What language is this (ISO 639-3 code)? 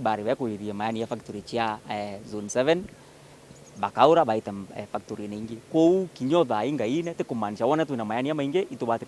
mer